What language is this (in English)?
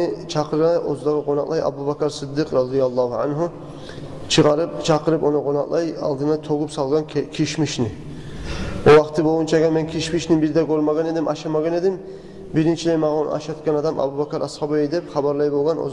Kumyk